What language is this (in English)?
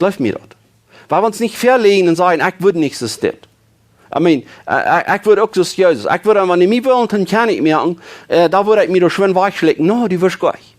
Plautdietsch